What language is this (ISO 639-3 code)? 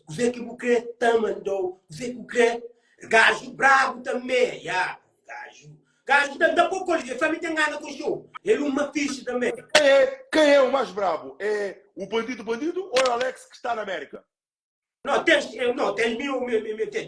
kea